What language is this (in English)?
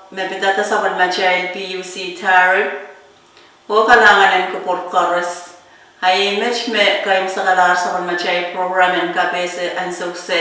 Pohnpeian